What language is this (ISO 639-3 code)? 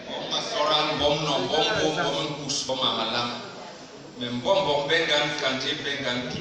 bas